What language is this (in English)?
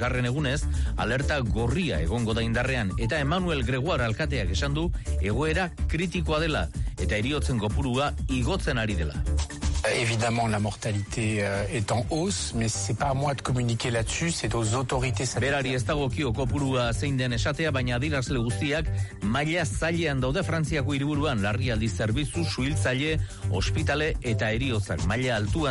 Basque